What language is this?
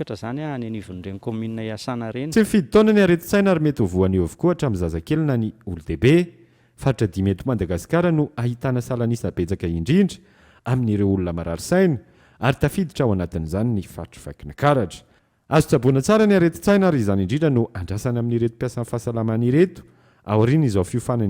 Malagasy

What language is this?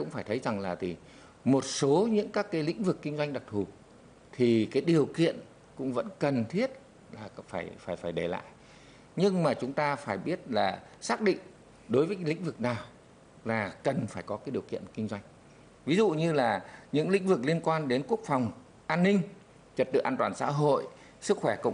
Vietnamese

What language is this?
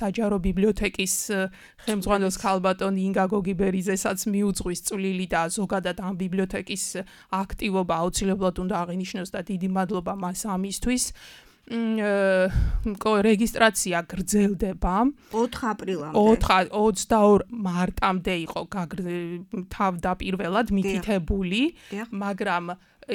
Georgian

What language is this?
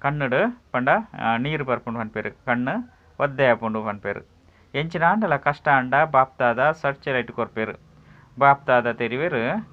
Tulu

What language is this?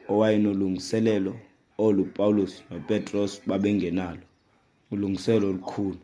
Xhosa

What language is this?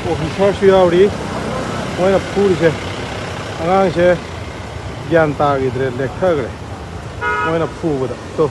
Manipuri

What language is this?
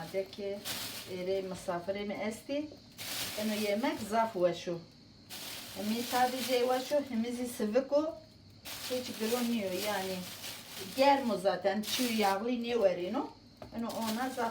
Zaza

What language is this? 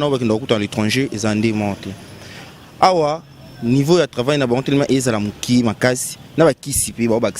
Lingala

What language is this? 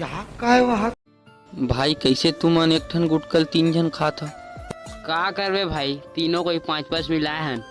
Chhattisgarhi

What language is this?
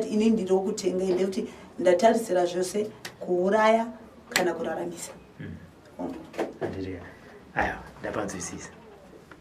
Shona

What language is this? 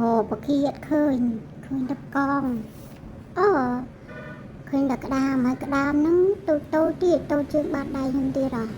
Khmer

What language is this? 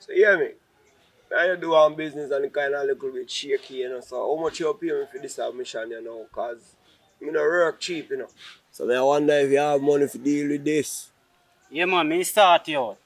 Jamaican Creole English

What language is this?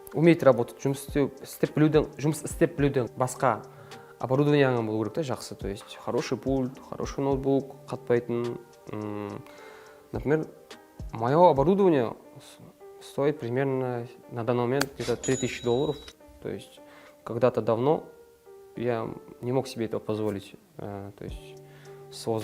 Kara-Kalpak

